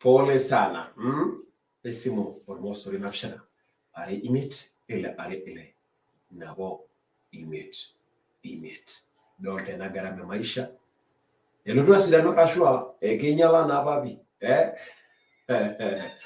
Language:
Masai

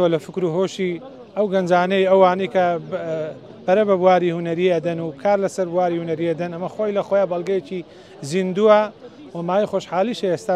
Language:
Central Kurdish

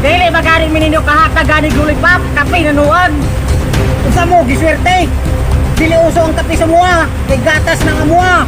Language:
Cebuano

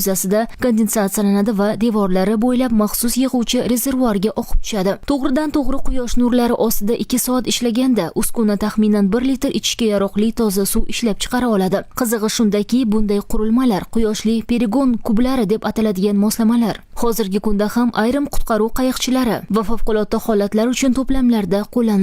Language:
Uzbek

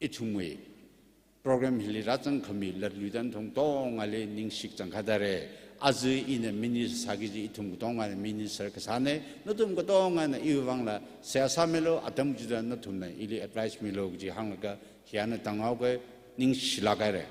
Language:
Tangkhul Naga (India)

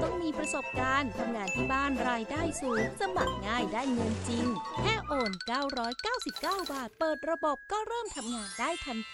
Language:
Thai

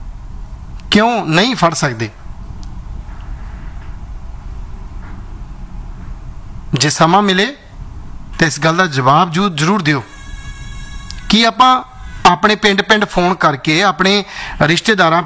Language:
Punjabi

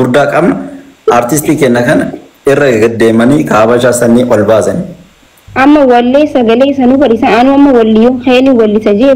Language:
Oromo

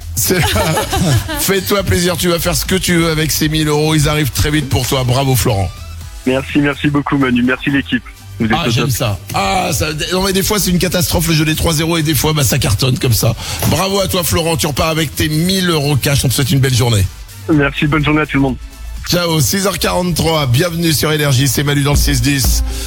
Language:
French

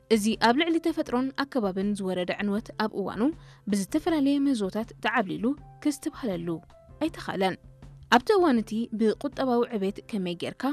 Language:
Tigrinya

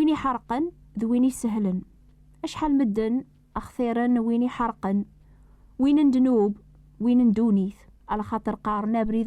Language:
Kabyle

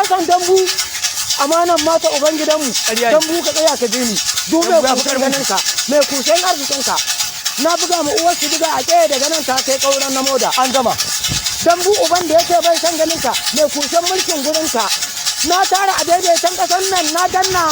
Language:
Hausa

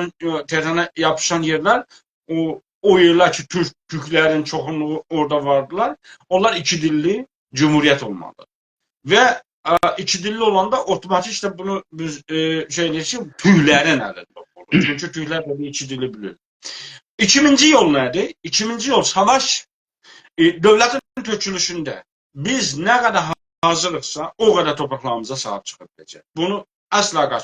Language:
South Azerbaijani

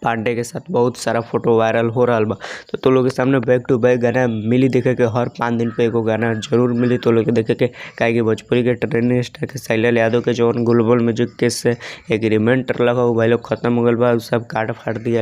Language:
Bhojpuri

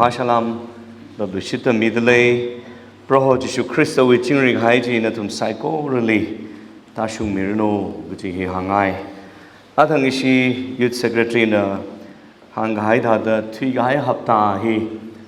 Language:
Tangkhul Naga (India)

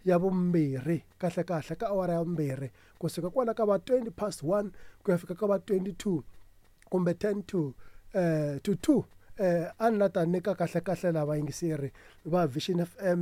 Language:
Tsonga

